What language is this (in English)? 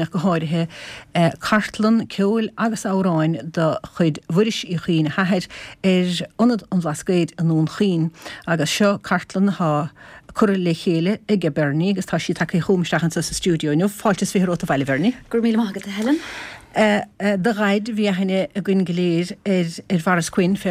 Irish